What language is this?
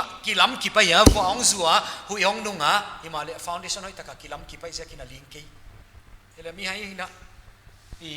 Paite Chin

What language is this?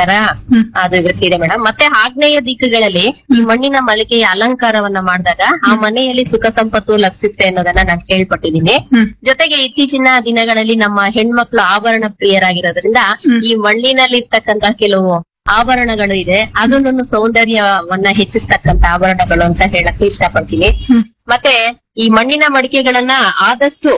Kannada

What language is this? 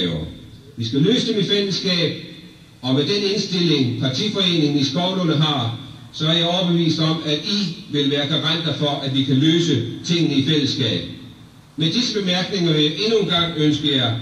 Danish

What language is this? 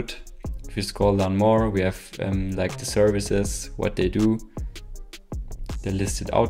English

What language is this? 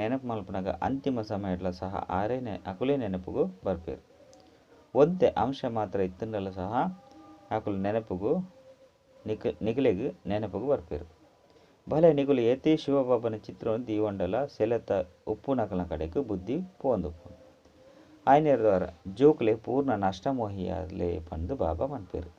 Tulu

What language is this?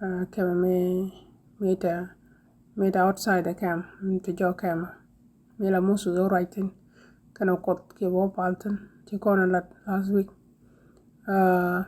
Nuer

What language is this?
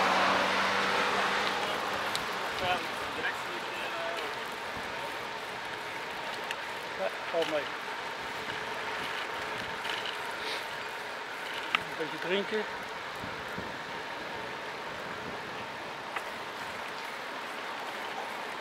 Dutch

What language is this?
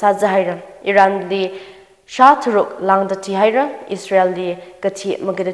Tangkhul Naga (India)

